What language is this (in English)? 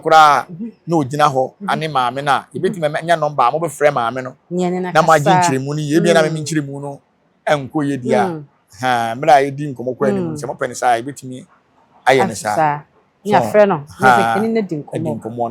Akan